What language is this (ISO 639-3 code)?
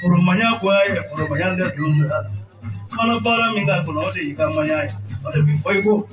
bam